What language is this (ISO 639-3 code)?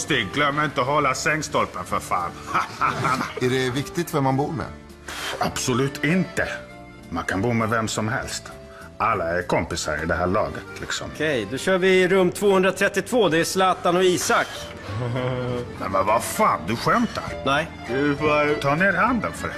swe